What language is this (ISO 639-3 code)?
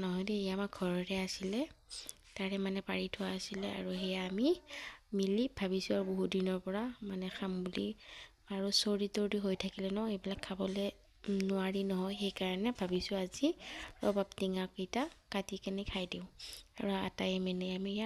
asm